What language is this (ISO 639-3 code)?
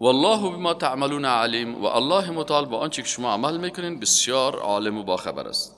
fas